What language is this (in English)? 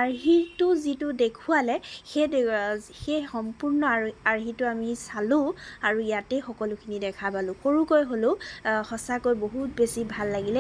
Assamese